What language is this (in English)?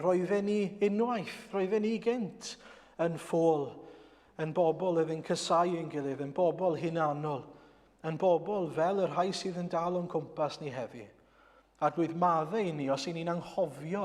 Welsh